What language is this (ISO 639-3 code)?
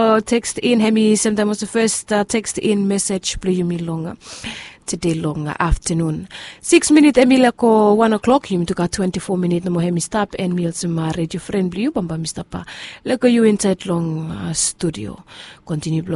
bis